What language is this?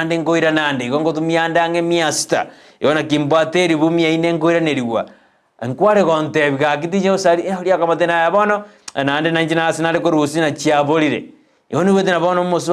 Gusii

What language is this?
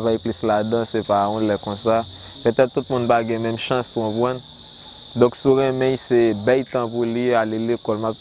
Haitian Creole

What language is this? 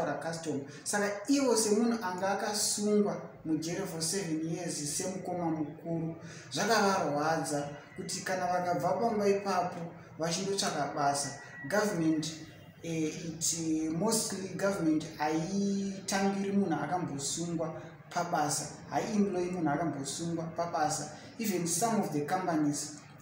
Shona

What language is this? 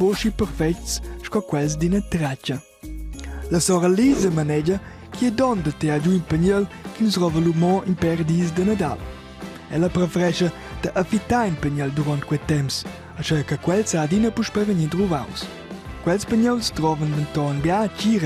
Romansh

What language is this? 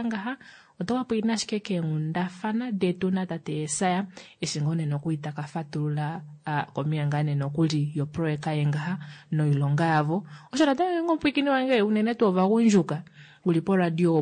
Kuanyama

